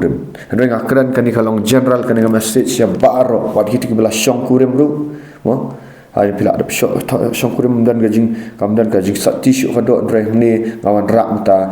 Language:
Khasi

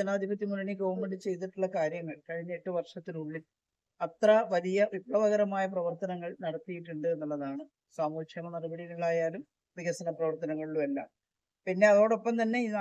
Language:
Malayalam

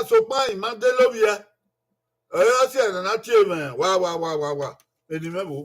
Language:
Bini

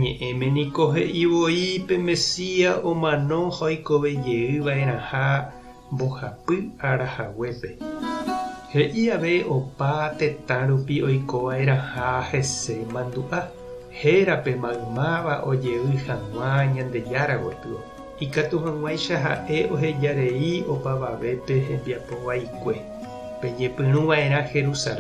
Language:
Guarani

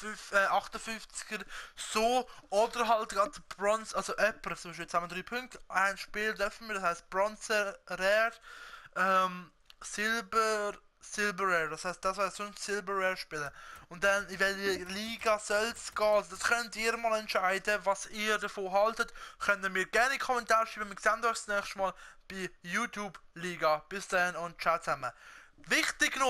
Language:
Swiss German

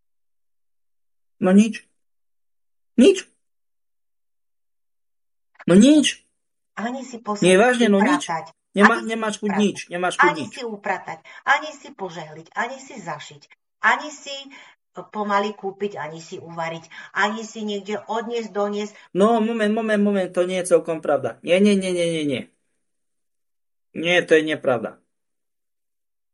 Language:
Slovak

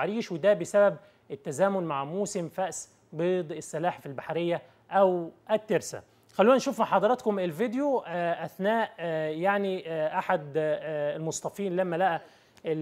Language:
Egyptian Arabic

